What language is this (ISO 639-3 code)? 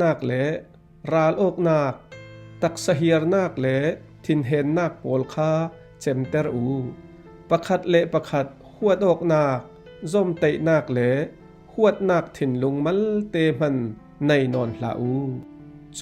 cfm